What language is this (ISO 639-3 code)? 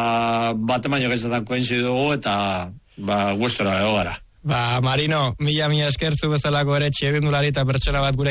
eus